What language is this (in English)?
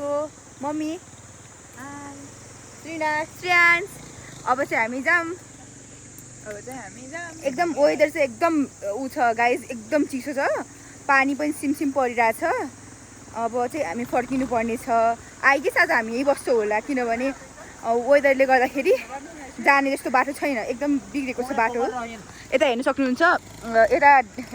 Nepali